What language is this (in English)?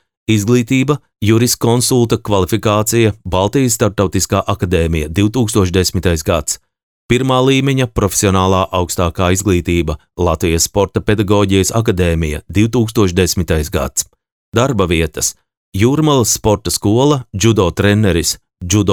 Latvian